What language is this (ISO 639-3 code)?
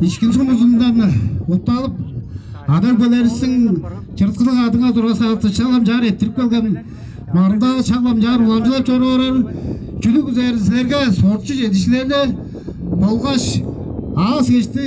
tyv